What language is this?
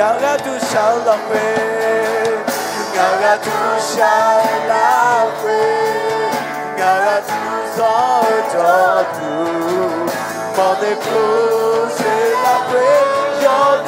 Akha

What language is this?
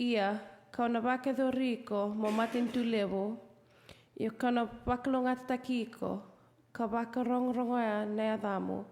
Fijian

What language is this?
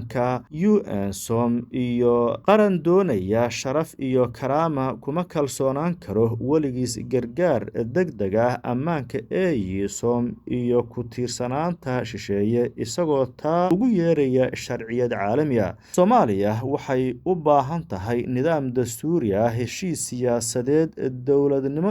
Somali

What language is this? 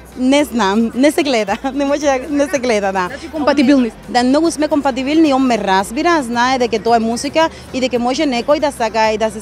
Macedonian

